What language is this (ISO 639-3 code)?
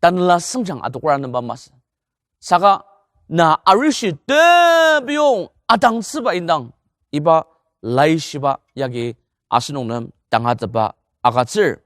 njo